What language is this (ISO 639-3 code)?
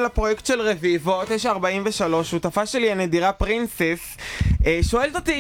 heb